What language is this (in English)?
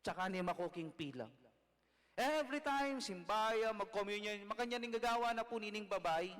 Pampanga